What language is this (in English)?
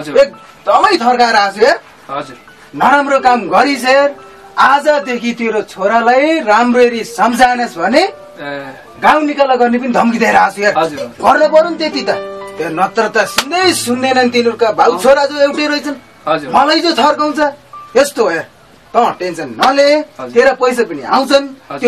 Nepali